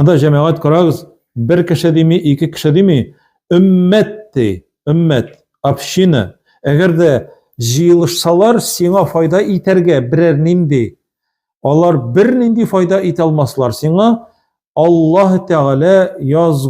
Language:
Tatar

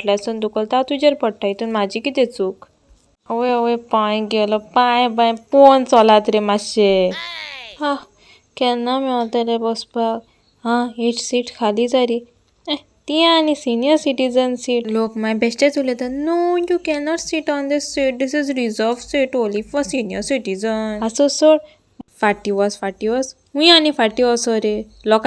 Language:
Konkani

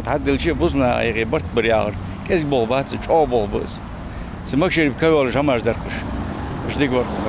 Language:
Ingush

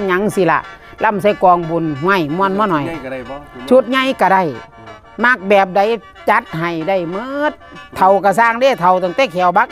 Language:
Northeastern Thai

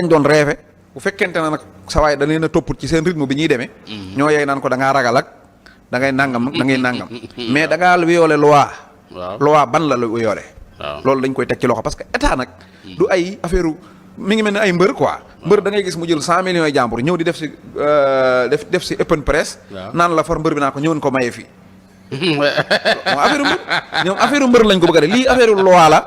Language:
Wolof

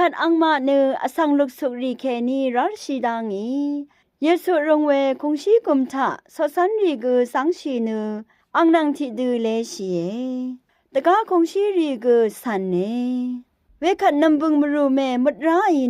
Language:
Rawang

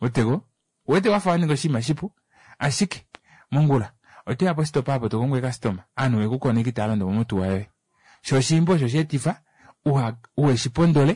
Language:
Kuanyama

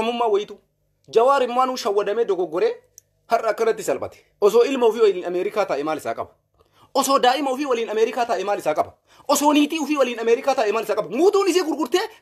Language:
Oromo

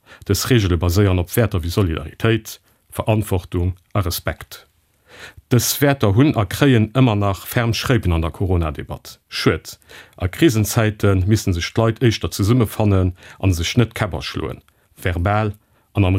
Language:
Luxembourgish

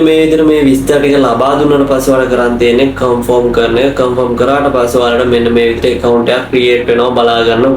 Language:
Sinhala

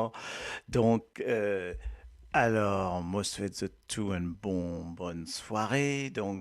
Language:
Morisyen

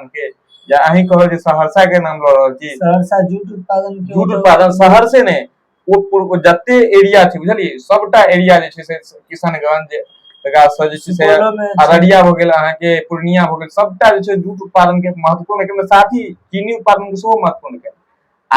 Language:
Maithili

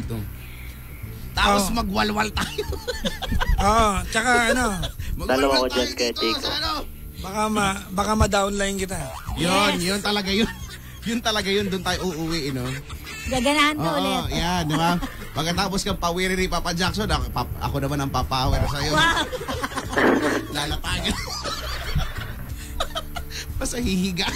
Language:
Filipino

